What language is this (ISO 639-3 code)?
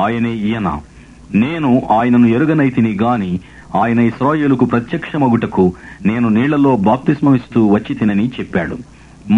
tel